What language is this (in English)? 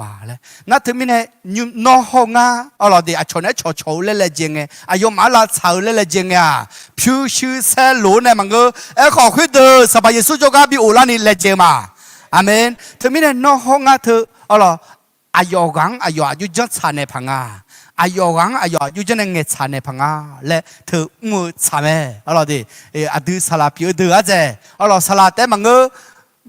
Akha